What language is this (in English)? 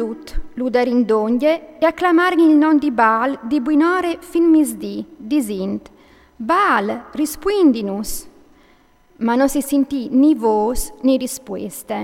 Friulian